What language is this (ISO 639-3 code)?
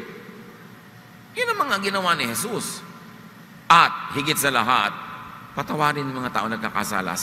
fil